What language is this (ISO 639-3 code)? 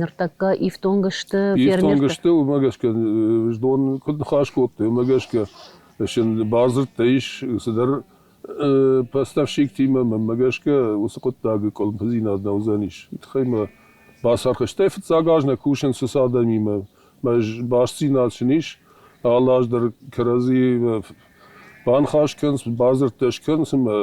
oss